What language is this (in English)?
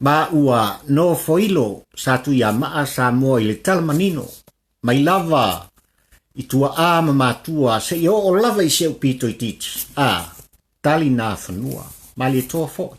Samoan